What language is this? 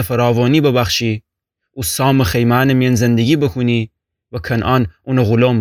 Gilaki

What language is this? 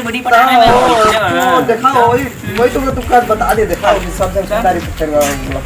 Chhattisgarhi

